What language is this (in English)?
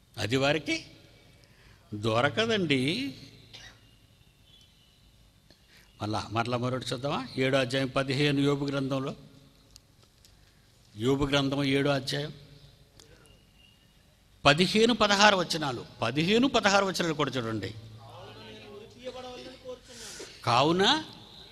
Telugu